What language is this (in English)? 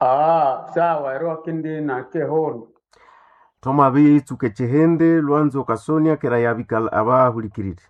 Nande